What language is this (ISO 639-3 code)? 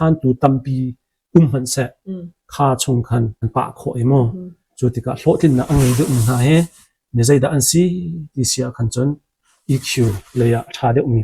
cnh